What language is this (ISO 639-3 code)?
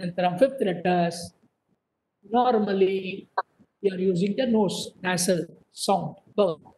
san